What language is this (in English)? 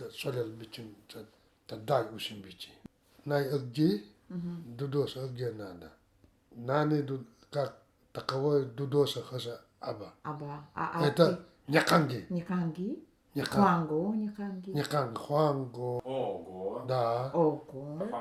Nanai